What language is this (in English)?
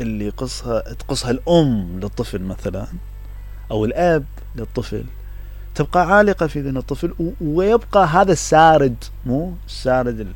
Mesopotamian Arabic